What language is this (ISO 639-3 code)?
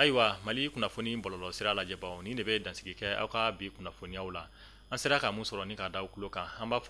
bam